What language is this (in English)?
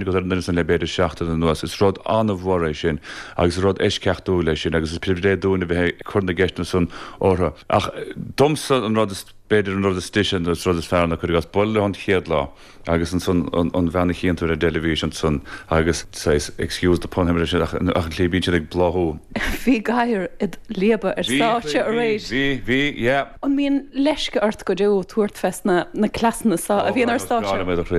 Irish